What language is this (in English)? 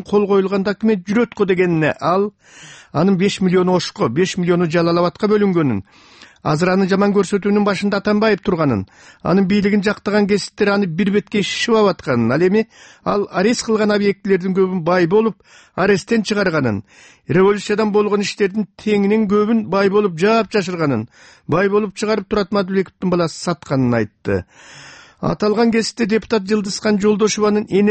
Kyrgyz